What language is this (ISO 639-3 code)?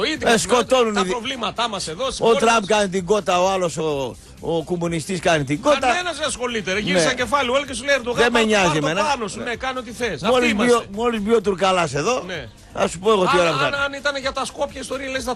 ell